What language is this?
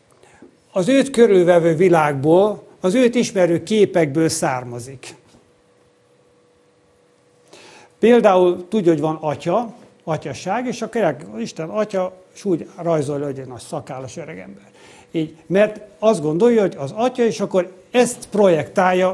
Hungarian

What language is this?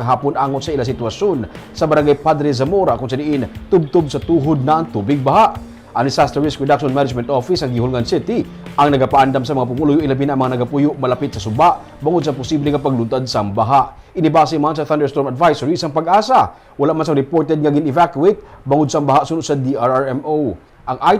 Hiligaynon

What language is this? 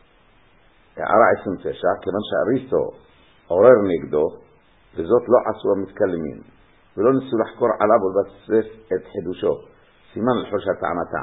Hebrew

